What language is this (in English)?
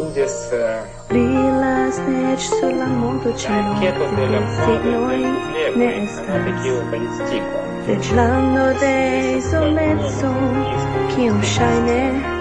Esperanto